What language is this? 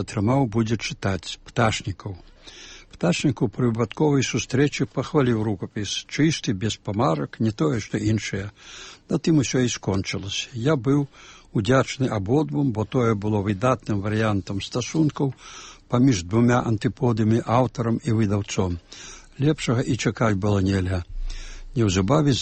Belarusian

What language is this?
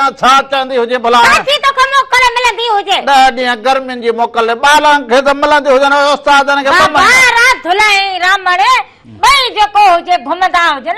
Sindhi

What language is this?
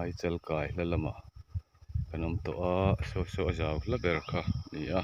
Mizo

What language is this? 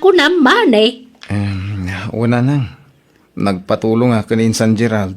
Iloko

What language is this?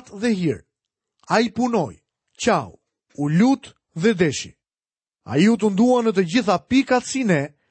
Albanian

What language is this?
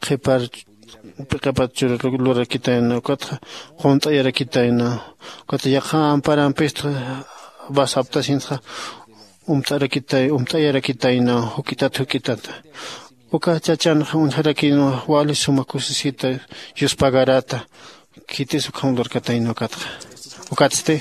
Aymara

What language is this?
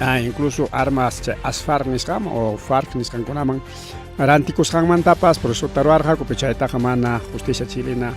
Ayacucho Quechua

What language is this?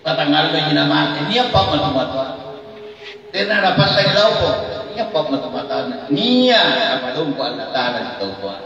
Makasar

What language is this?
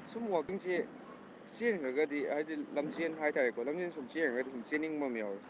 Manipuri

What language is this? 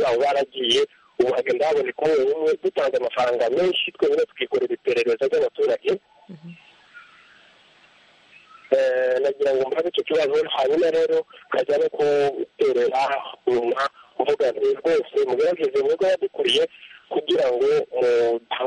Kinyarwanda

